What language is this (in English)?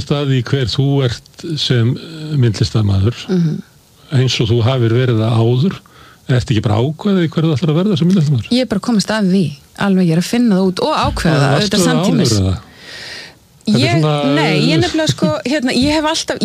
Icelandic